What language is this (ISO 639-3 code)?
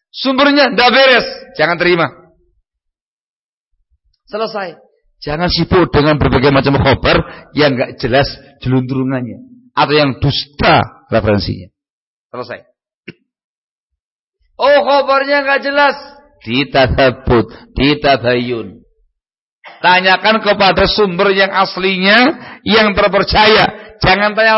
ind